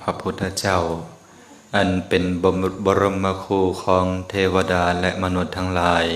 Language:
Lao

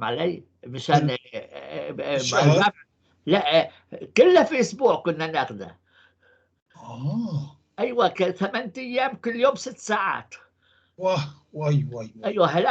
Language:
North Levantine Arabic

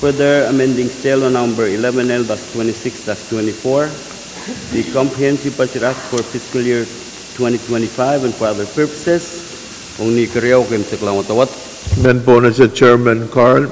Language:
Pohnpeian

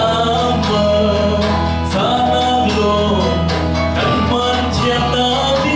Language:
Falam Chin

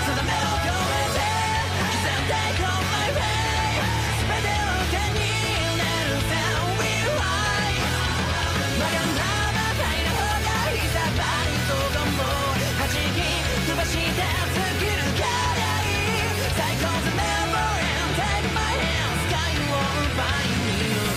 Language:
Japanese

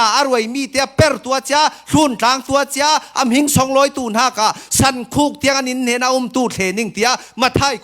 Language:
Falam Chin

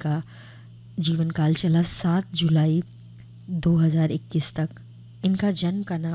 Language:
Hindi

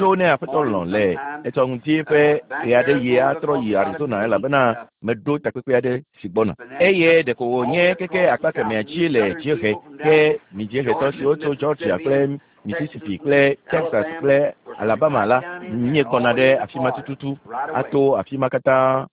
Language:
Ewe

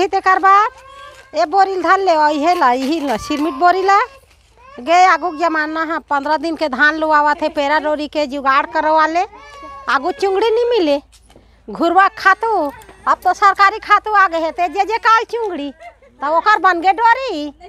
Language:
Chhattisgarhi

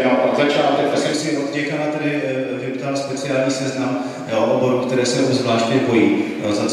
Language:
Czech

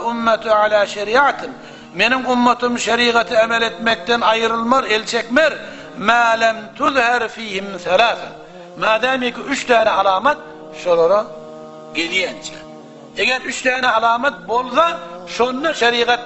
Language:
Turkmen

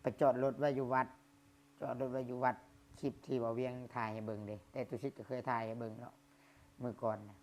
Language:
Lao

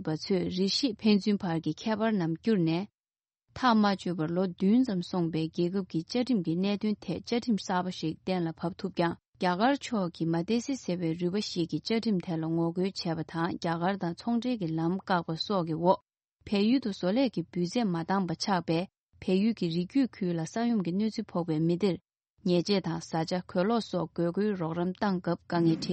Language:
Tibetan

